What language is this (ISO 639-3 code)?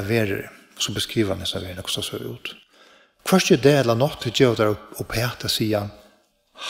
fao